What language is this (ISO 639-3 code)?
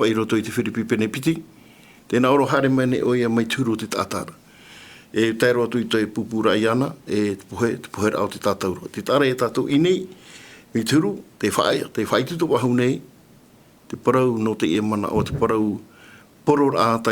tah